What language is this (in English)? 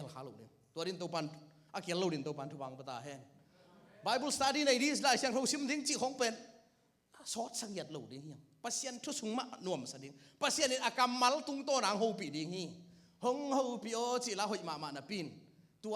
Tedim Chin